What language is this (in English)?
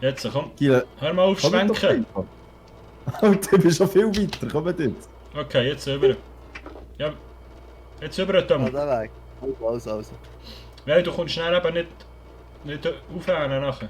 Swiss German